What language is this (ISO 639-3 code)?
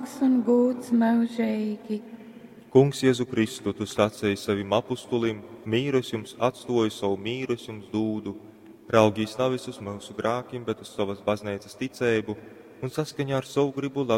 ltg